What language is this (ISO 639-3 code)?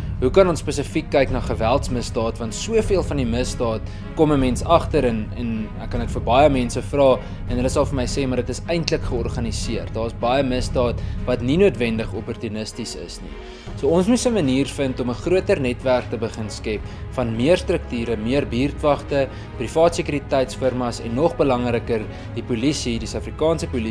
afr